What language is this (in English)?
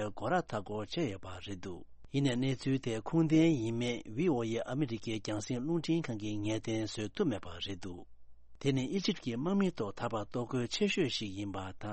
Tibetan